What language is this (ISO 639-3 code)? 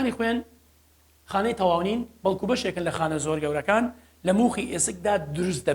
ckb